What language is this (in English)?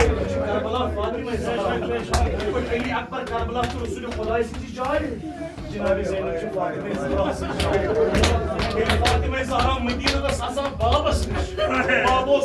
Kashmiri